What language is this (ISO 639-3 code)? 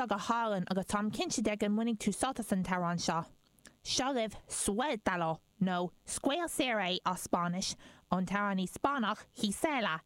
gle